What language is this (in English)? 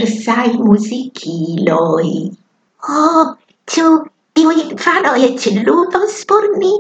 Esperanto